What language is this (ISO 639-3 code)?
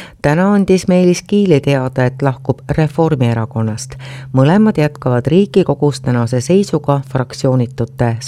est